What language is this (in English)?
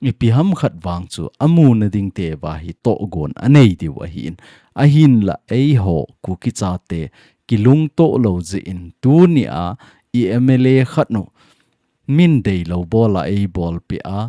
Thado Chin